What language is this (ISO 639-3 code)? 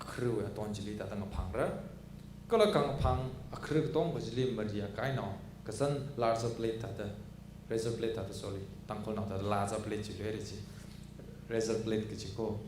nmf